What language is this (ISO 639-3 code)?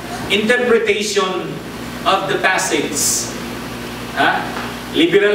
fil